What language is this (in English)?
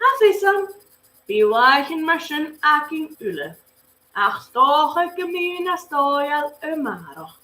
Scottish Gaelic